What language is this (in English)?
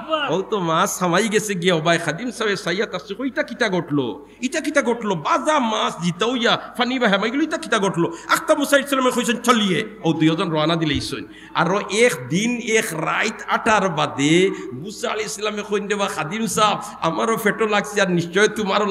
Sylheti